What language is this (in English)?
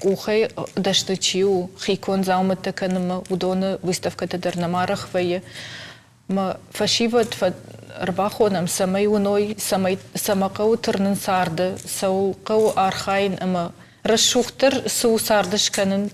Ossetic